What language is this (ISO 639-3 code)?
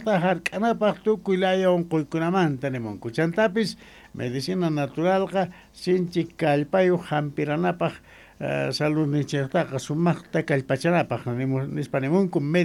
quh